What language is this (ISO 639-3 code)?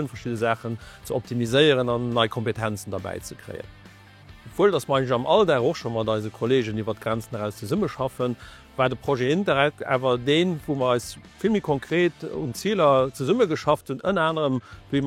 ltz